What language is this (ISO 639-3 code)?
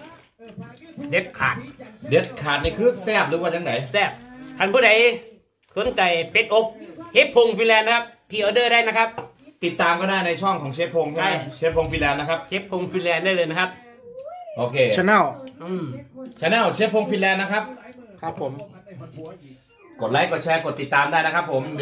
tha